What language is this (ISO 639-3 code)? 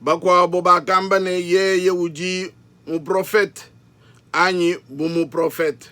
lua